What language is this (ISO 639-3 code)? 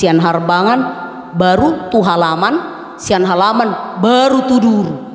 bbc